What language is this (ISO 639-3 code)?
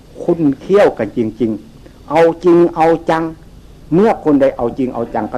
tts